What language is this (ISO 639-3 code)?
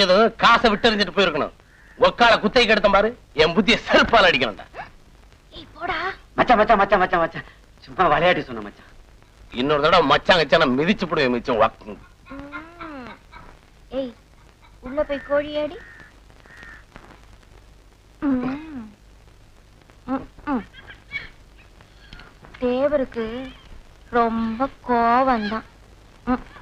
tam